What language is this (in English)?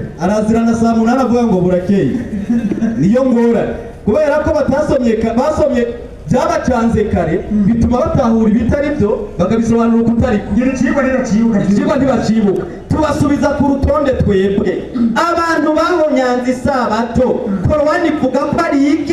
Rundi